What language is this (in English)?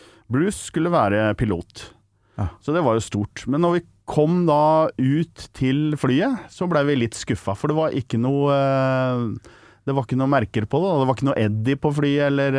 Norwegian